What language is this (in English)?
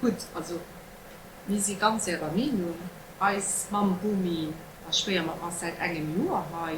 Luxembourgish